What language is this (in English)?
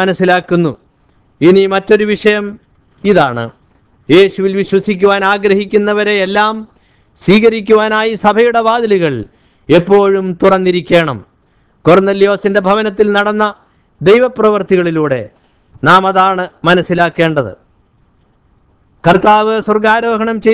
Malayalam